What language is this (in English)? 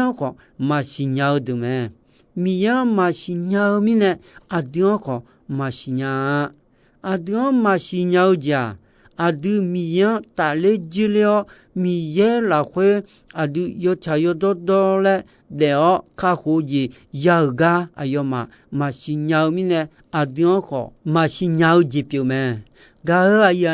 Akha